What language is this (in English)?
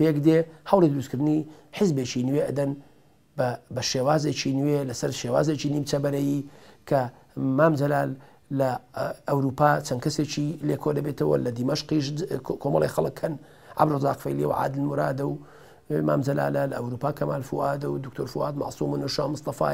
Central Kurdish